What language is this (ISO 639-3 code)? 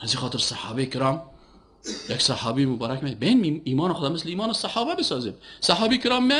fas